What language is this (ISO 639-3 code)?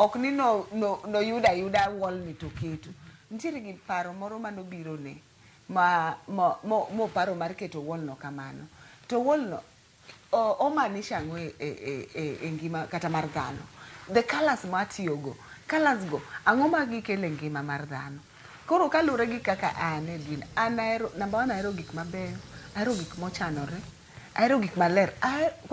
luo